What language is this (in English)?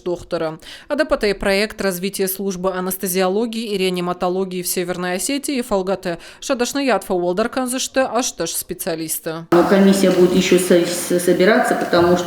Ossetic